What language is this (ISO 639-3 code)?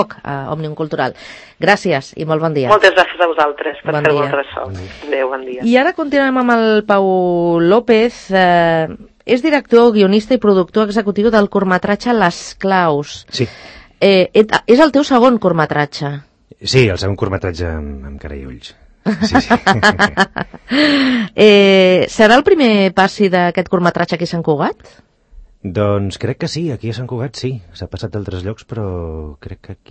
cat